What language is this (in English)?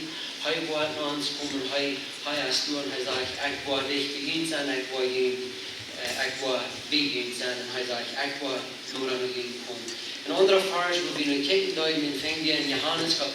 Plautdietsch